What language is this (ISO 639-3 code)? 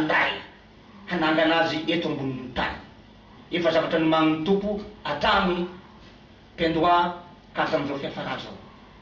mlg